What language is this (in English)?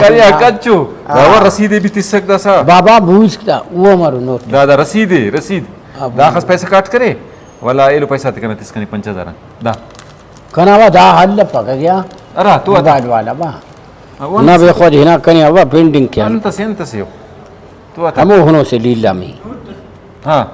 Brahui